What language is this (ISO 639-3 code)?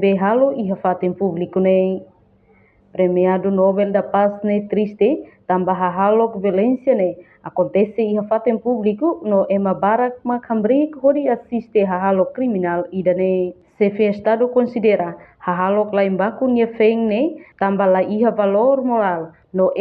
tet